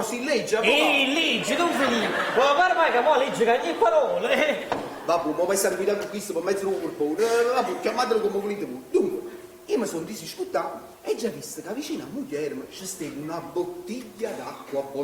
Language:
Neapolitan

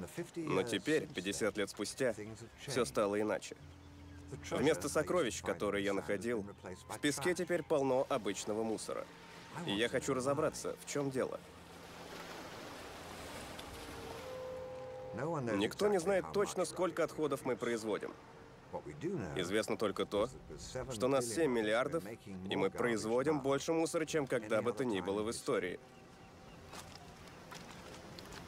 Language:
Russian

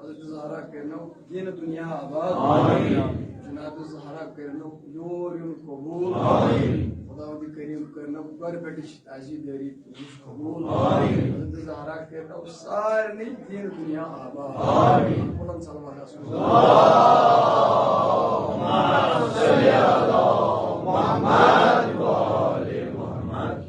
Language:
Kashmiri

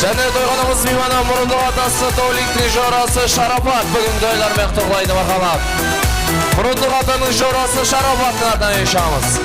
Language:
Kara-Kalpak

